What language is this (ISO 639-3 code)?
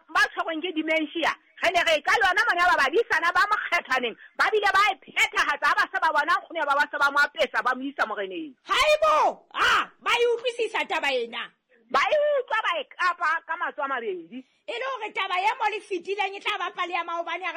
sot